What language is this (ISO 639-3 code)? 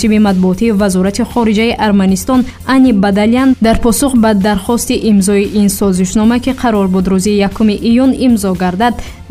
tgk